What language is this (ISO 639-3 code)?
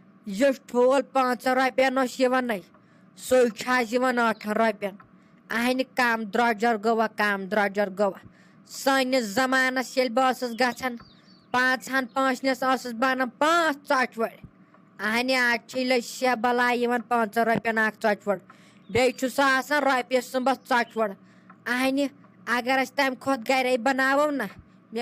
kas